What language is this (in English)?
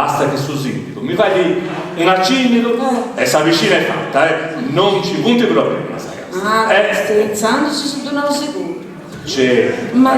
Sardinian